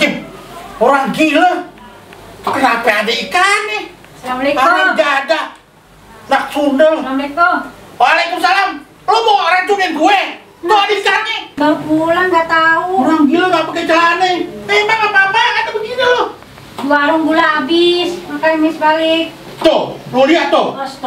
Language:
Betawi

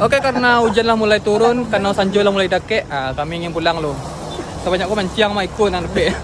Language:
Minangkabau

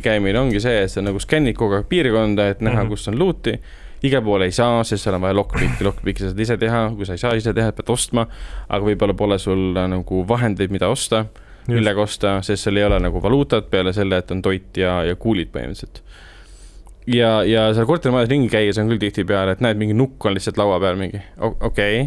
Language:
Estonian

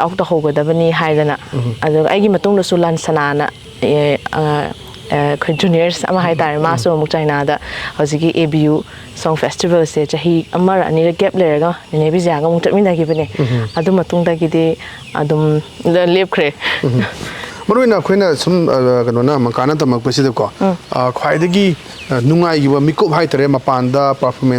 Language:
Manipuri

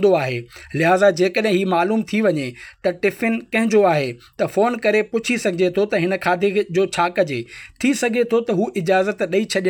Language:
Sindhi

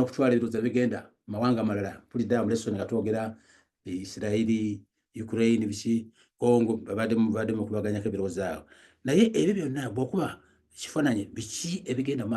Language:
Ganda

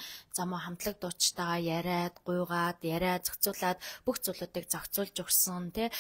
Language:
Mongolian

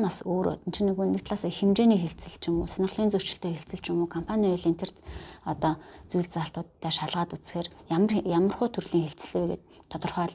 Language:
Mongolian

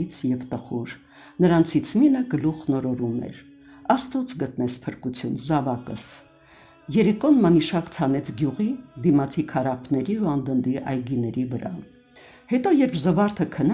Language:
Armenian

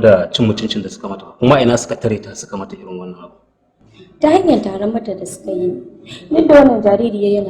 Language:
Hausa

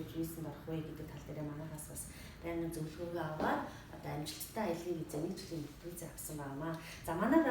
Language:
Mongolian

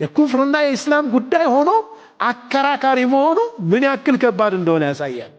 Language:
Amharic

